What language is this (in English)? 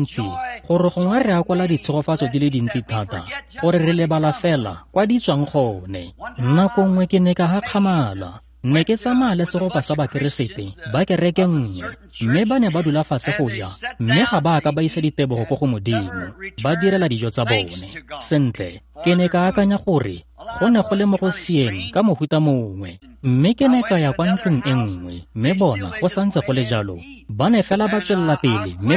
Tswana